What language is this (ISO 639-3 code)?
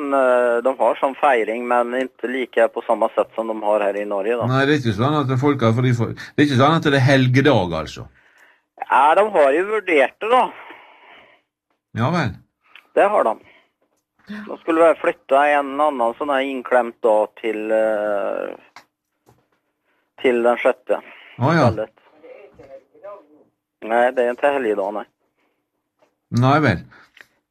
nor